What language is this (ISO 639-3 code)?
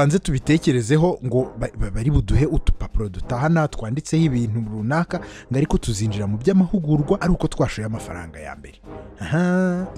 kin